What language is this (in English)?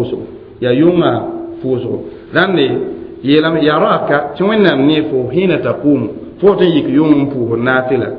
Mossi